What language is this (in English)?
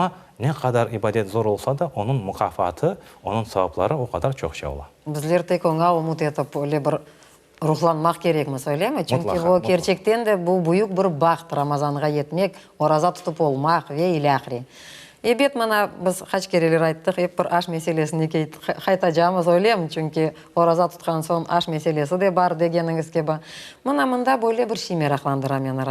Crimean Tatar